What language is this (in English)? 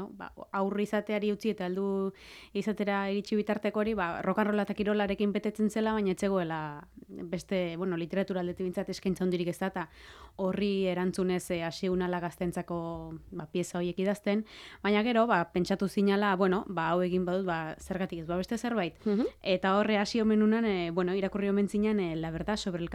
Basque